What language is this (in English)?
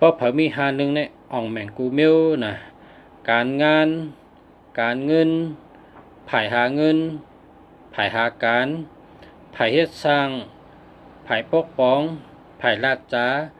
Shan